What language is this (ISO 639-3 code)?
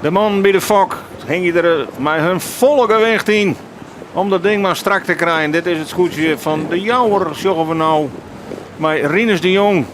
fry